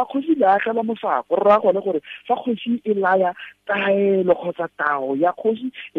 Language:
Tswana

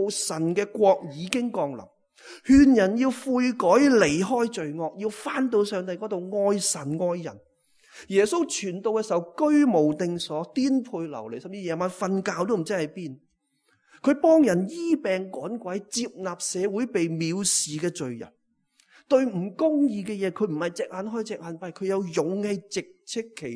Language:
Cantonese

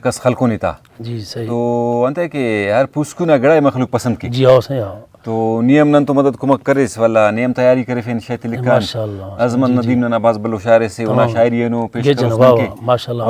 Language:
Brahui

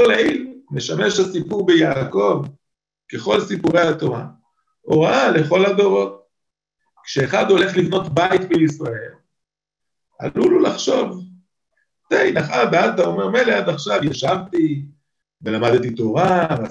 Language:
Hebrew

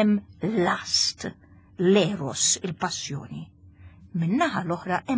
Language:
Maltese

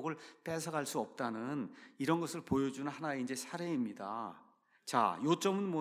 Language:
Korean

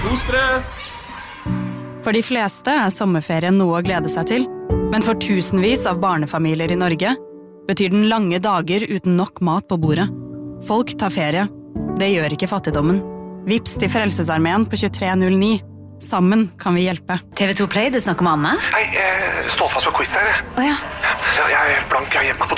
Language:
Norwegian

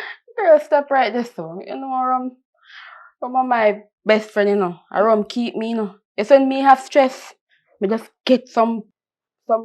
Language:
Jamaican Creole English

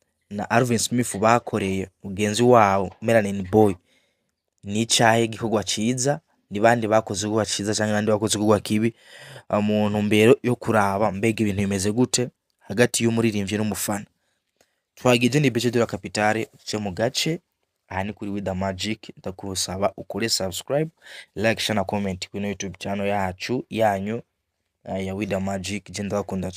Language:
Rundi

